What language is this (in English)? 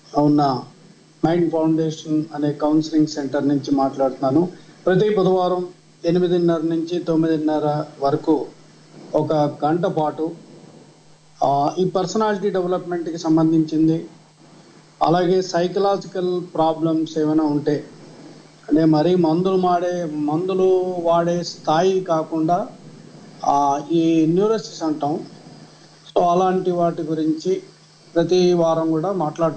Telugu